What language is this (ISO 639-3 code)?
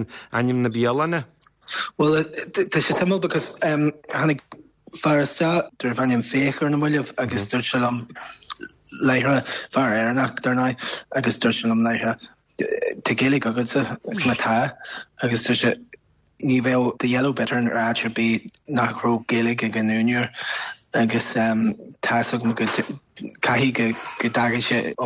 gle